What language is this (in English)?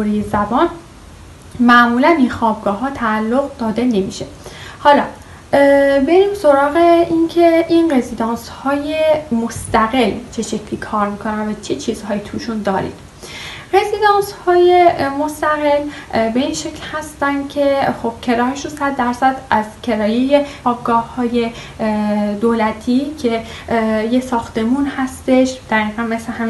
Persian